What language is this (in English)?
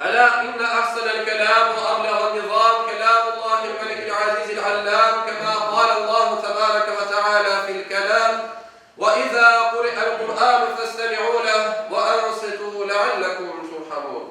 Crimean Tatar